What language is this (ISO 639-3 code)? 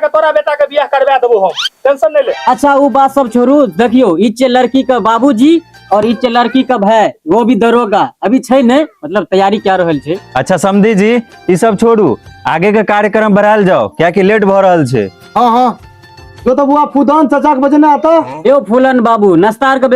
mai